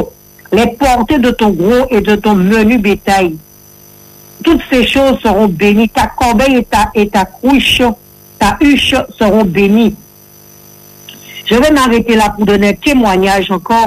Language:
French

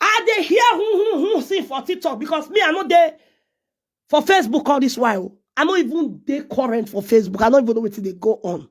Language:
Nigerian Pidgin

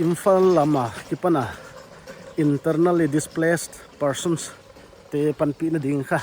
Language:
Paite Chin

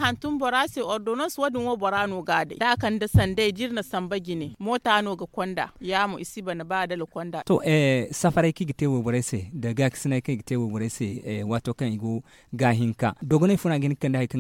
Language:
Zarma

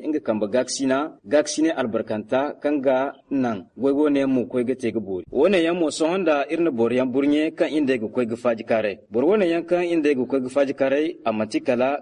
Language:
Zarma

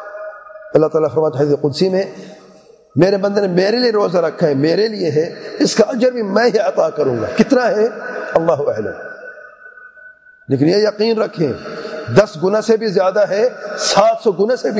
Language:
Urdu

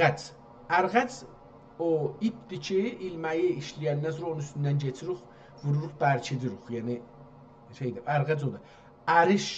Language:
South Azerbaijani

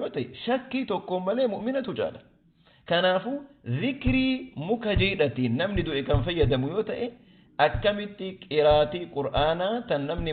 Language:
Oromo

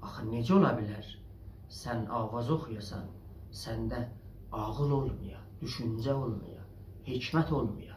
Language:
South Azerbaijani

